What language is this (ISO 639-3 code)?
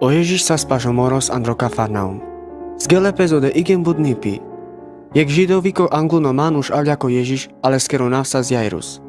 rmc